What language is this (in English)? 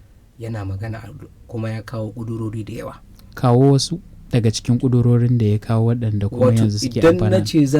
Hausa